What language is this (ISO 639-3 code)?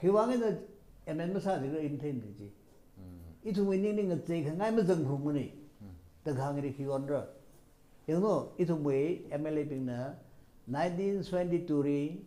nmf